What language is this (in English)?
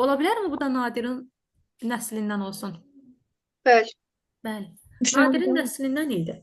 Azerbaijani